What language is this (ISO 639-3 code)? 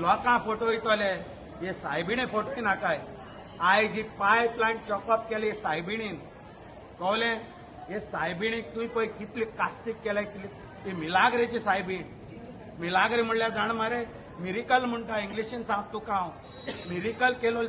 kok